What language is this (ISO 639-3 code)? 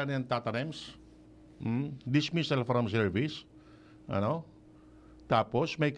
bik